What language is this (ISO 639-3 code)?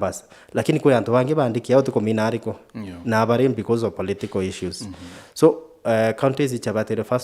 mer